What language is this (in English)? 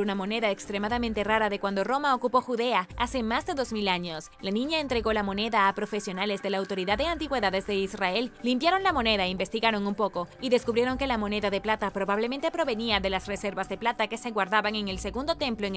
Spanish